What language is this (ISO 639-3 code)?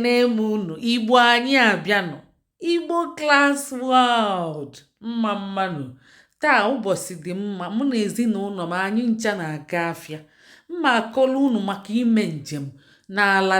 ibo